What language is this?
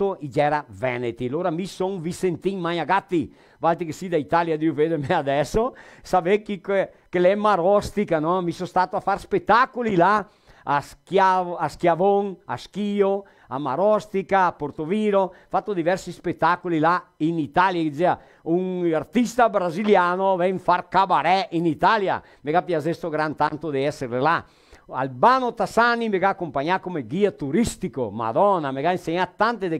Venetian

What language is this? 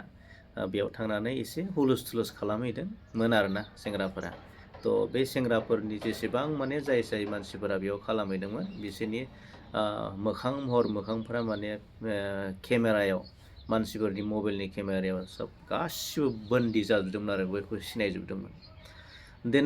Bodo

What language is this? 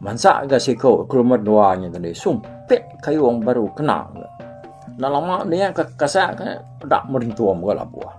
Iban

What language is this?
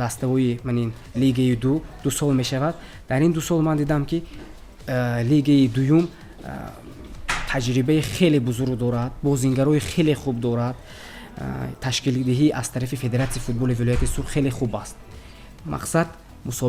Tajik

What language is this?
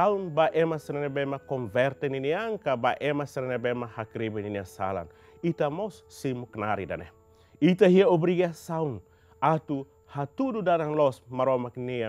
Tetum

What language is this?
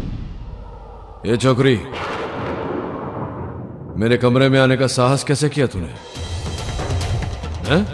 Hindi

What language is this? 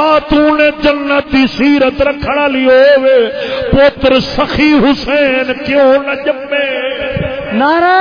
Saraiki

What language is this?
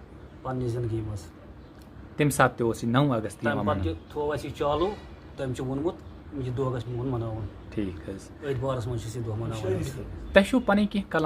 Kashmiri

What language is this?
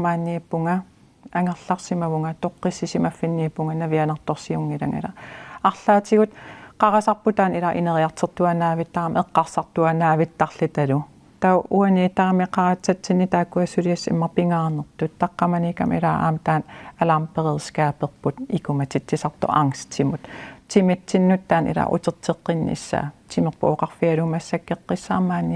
Kalaallisut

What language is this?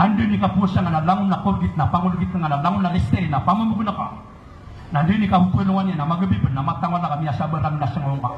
Maranao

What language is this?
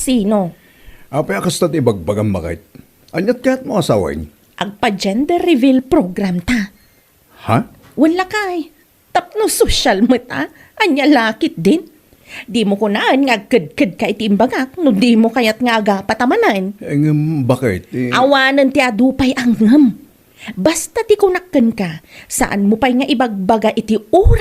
Iloko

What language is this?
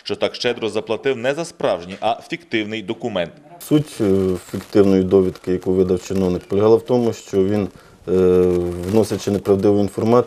Ukrainian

